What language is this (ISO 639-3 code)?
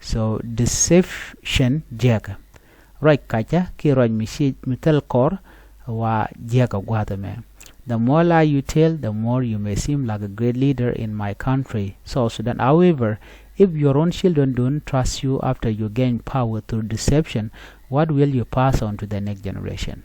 nus